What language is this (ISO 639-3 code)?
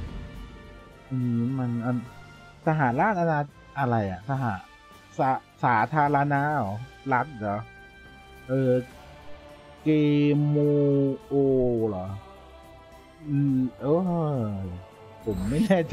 tha